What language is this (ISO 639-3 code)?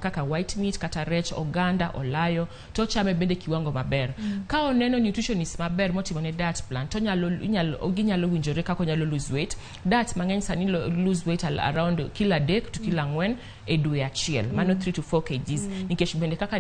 luo